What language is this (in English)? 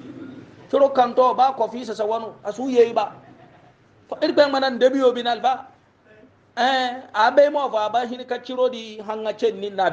Hausa